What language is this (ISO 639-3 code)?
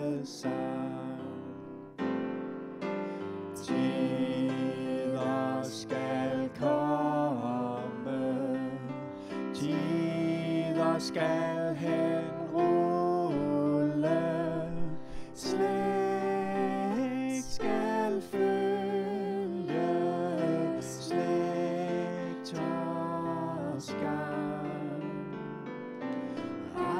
dan